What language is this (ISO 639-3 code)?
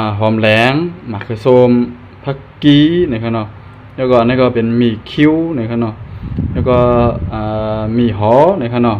shn